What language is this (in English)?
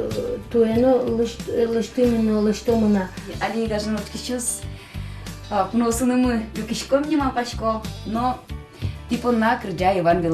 Udmurt